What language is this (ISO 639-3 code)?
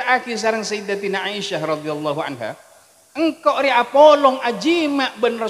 mad